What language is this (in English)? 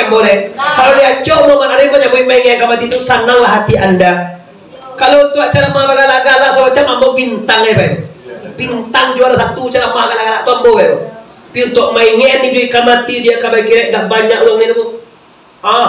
Minangkabau